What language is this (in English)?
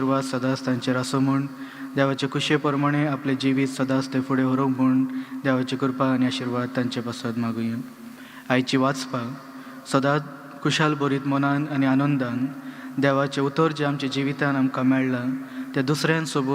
Konkani